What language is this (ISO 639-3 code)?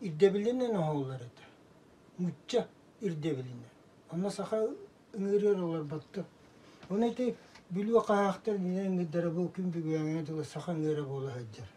sah